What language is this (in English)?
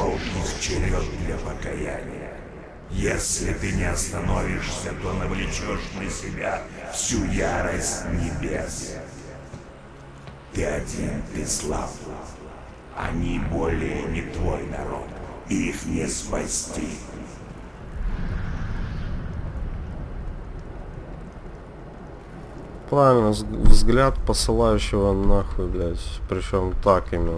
Russian